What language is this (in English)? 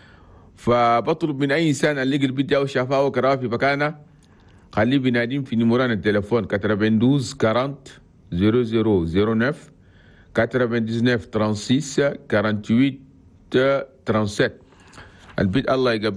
Chadian Arabic